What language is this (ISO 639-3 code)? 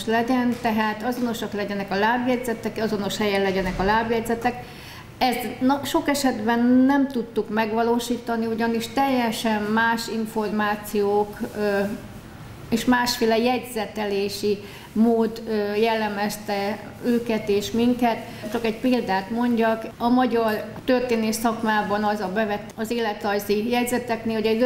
hun